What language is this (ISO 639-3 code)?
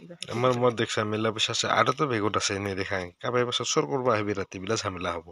asm